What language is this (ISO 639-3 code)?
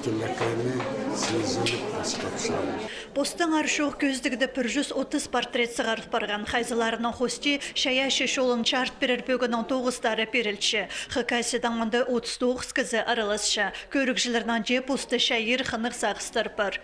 kjh